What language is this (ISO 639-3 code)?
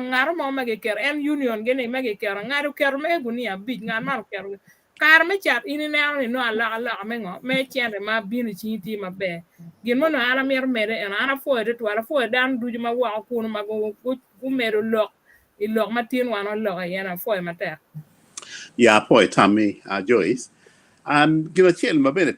ach